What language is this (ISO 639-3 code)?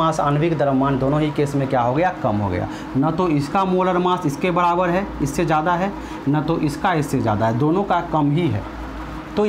hin